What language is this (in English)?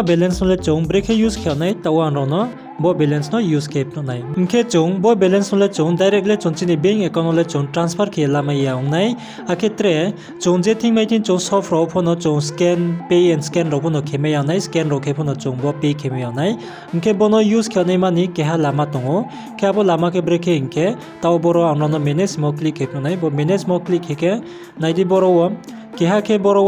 Riang (India)